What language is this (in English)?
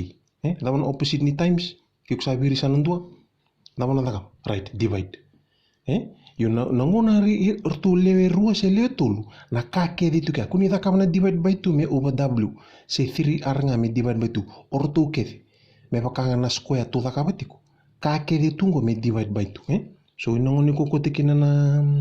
Fijian